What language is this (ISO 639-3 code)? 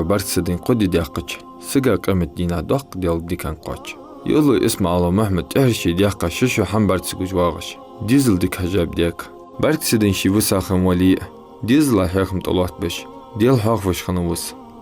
inh